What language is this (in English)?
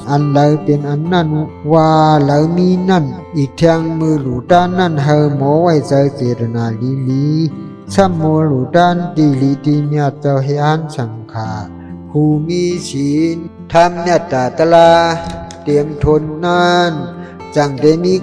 Shan